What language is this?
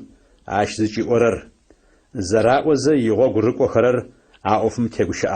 Adyghe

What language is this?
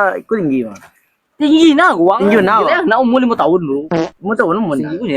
Minangkabau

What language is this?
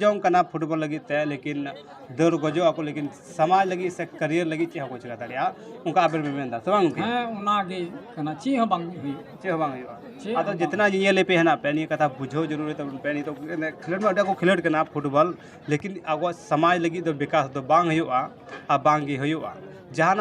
Santali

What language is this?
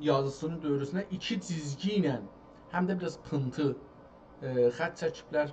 South Azerbaijani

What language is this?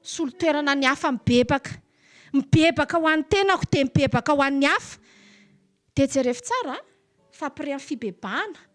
Malagasy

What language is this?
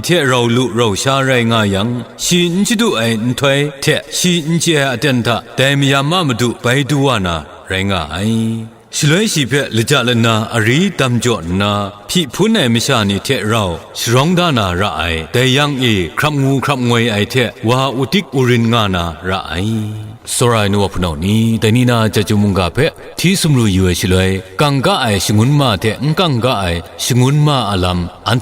Kachin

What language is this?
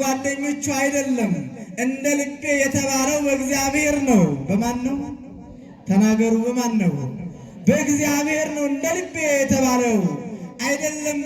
Amharic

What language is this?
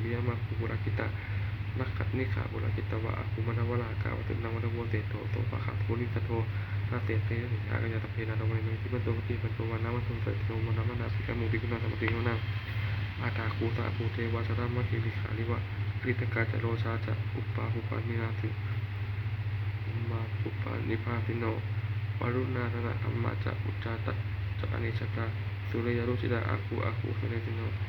Pali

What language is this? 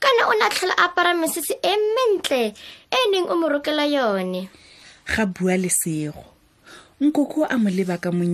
Tswana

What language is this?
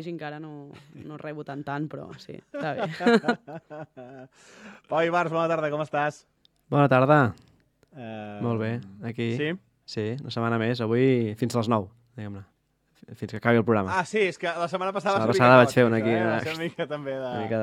Catalan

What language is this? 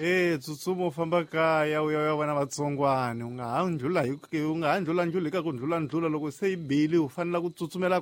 Tsonga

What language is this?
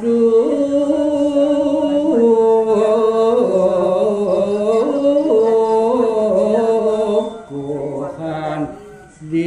Balinese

